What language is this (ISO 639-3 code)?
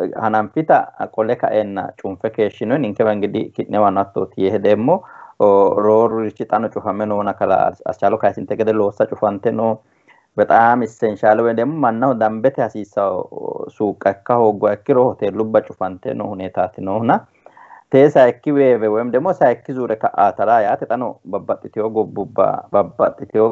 sid